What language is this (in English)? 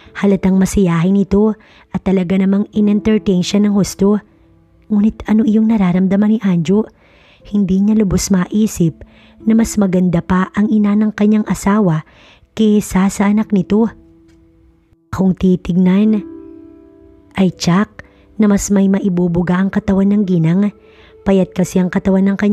Filipino